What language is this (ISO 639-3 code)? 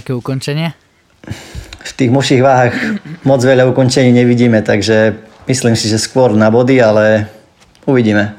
slk